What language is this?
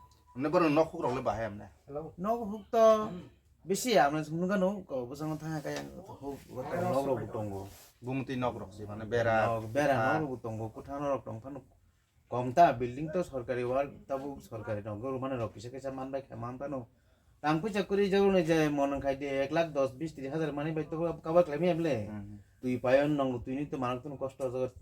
Kok Borok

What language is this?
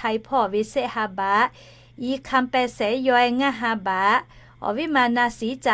Lahu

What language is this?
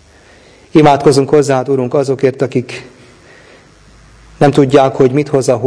Hungarian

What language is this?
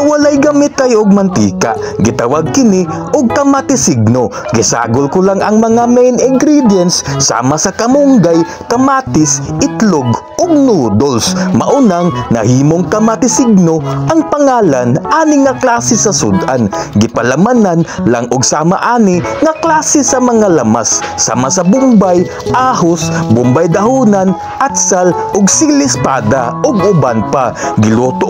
Cebuano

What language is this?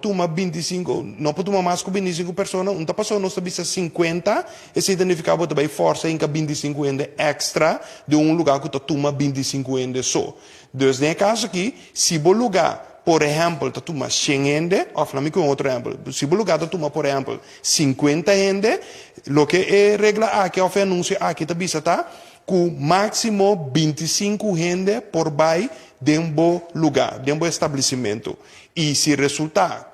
Papiamento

